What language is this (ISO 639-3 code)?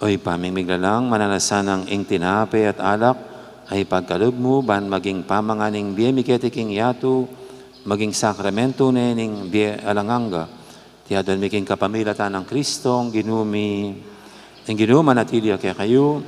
pam